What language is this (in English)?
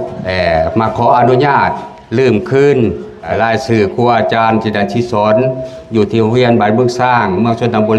Lao